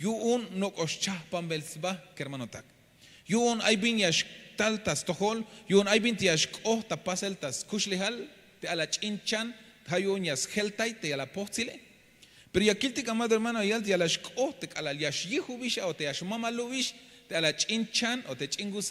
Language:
Tzeltal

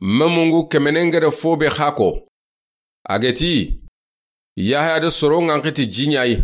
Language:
Soninke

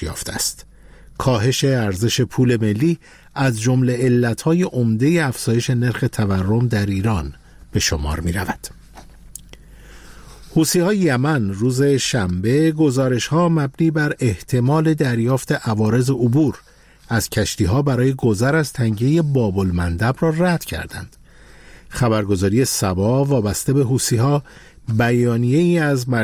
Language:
Persian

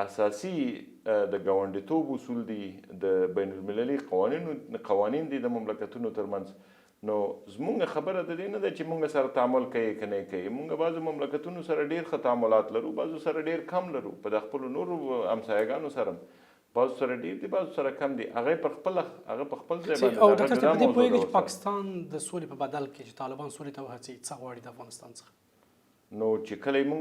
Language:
Pashto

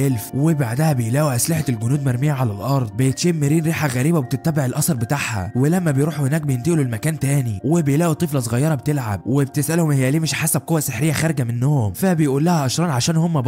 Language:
Egyptian Arabic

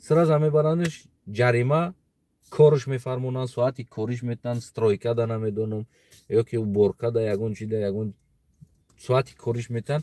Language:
Tajik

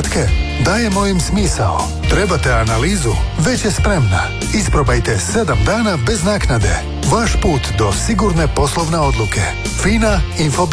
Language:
Croatian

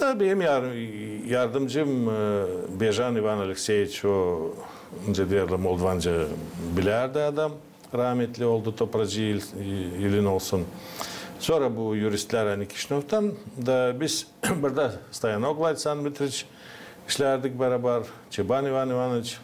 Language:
Gagauz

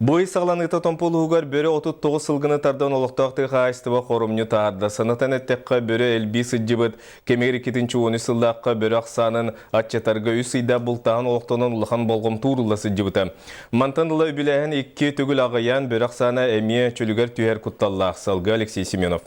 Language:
Yakut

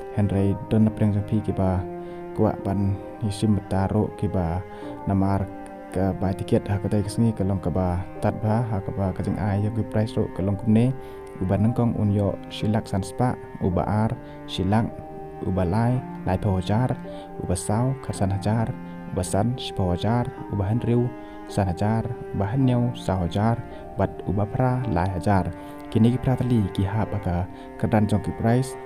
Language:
Khasi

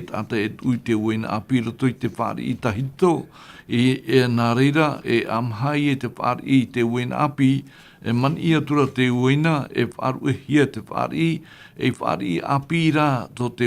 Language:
Tahitian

